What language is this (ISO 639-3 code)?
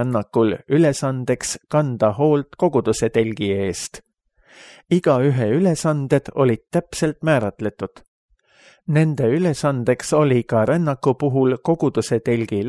est